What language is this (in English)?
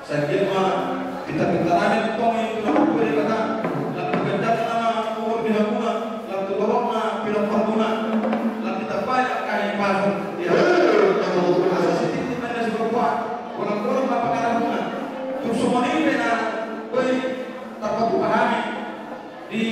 Batak Toba